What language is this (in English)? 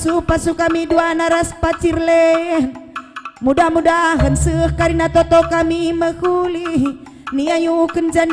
Batak Karo